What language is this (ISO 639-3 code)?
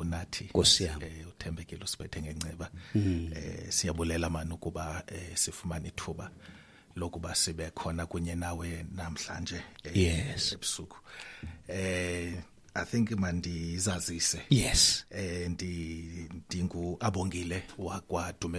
xho